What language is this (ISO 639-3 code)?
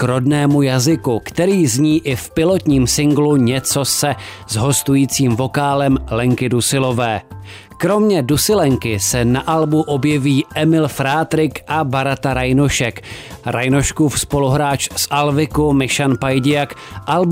ces